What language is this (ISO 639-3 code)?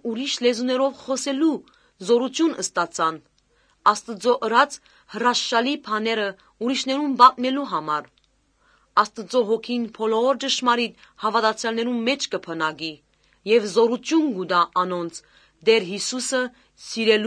hye